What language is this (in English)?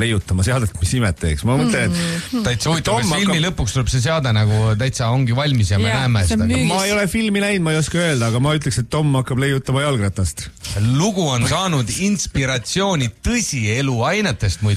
Estonian